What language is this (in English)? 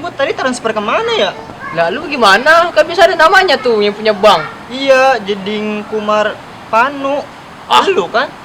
Betawi